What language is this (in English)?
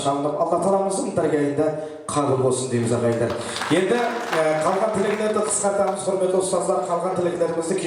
Kara-Kalpak